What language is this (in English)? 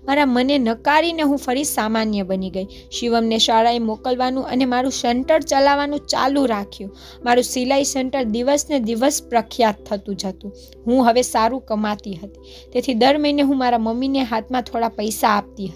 Gujarati